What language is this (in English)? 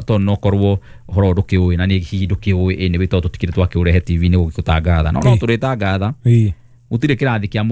Kikuyu